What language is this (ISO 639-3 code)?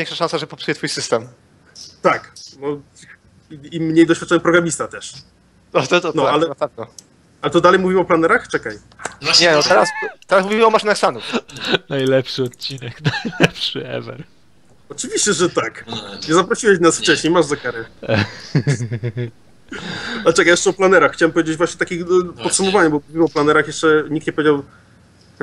pol